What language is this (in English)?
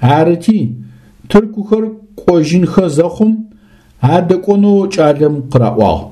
Adyghe